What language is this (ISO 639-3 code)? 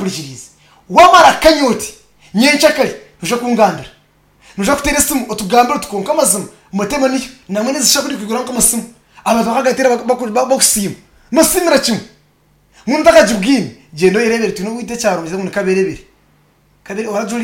nyn